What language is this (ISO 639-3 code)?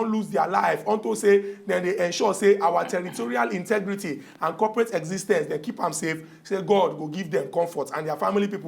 pcm